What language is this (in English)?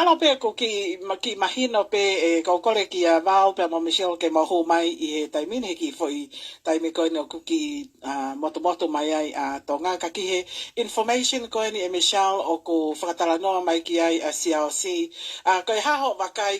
Tongan